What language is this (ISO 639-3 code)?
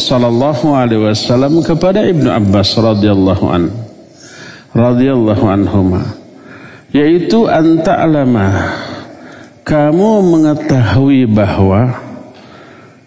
ind